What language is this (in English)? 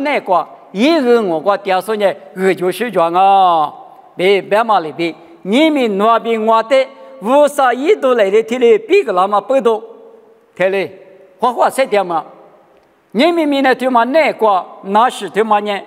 Lisu